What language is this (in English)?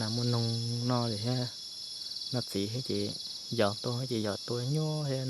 Hmong